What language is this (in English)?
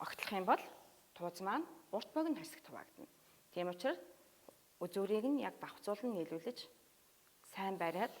Mongolian